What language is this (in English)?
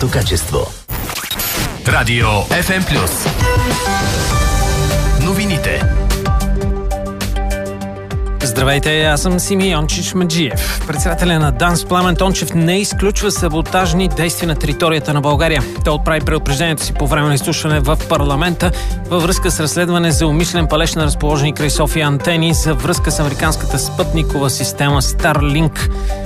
Bulgarian